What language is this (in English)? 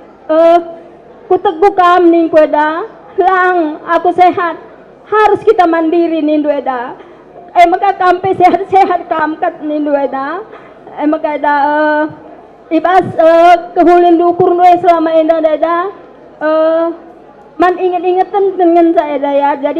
Batak Karo